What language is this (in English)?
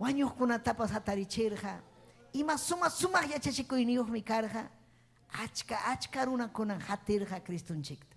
Ayacucho Quechua